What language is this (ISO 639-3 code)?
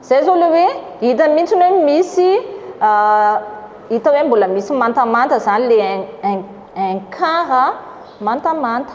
mlg